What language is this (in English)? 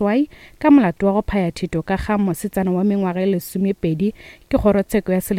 Northern Sotho